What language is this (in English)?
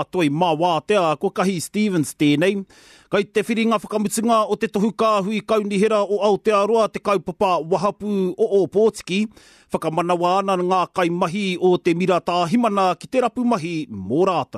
Māori